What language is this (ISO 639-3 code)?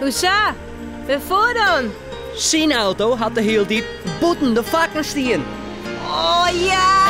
fry